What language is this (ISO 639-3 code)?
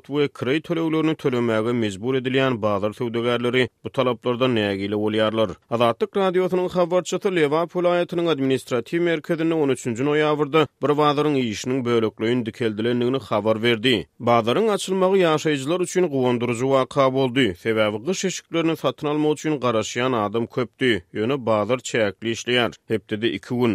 tuk